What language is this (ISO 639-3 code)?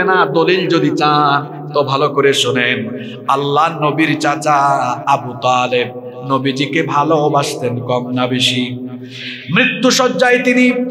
ben